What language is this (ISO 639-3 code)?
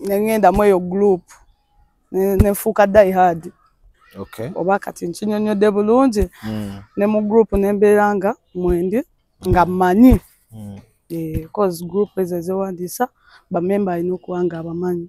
lug